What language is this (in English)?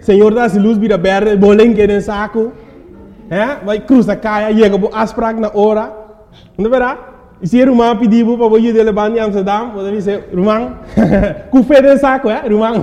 Papiamento